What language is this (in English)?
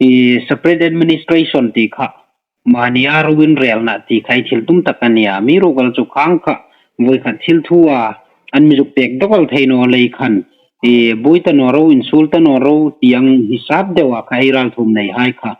Hmar